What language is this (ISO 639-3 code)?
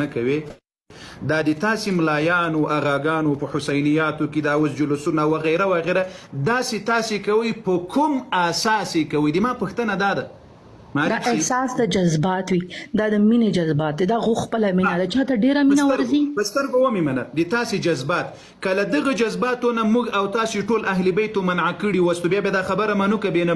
pus